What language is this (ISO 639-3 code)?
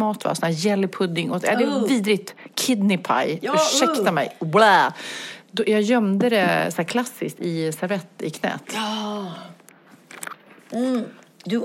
swe